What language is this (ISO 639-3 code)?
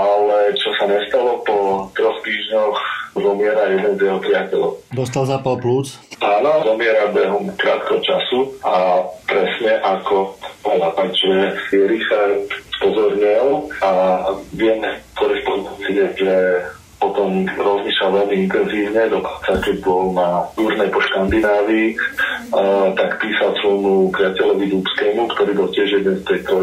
slk